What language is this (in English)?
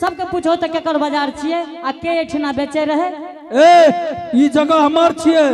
Angika